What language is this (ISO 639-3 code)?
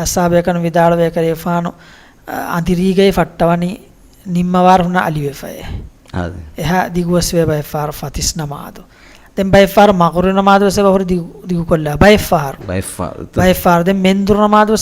div